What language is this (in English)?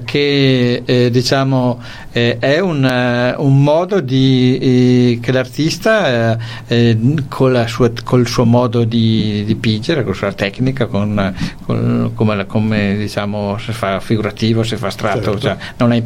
Italian